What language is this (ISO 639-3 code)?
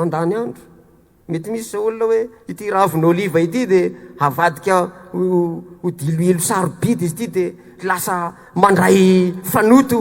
mlg